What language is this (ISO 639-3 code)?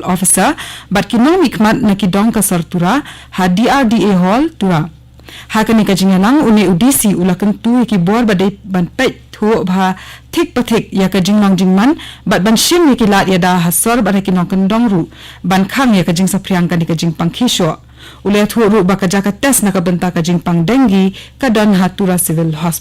kha